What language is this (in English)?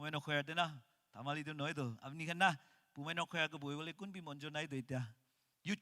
Naga Pidgin